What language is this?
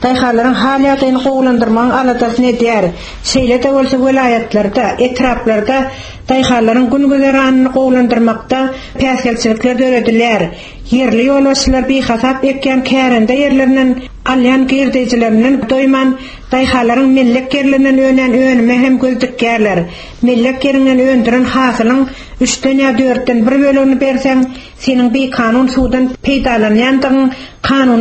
Turkmen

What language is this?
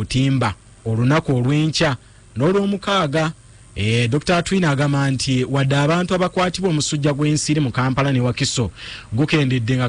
Ganda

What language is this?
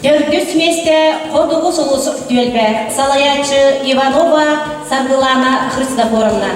Yakut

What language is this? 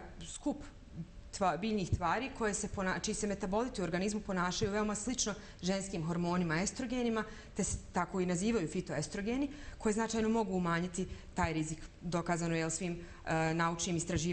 Bosnian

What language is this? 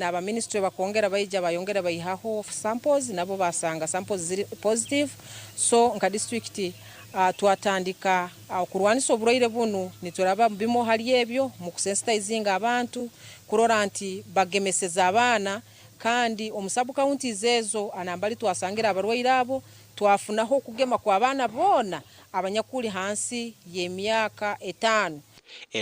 Nyankole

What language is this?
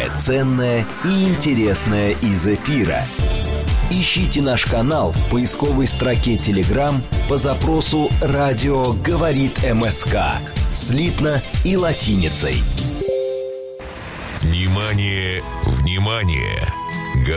Russian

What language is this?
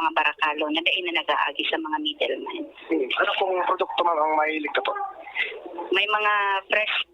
Bikol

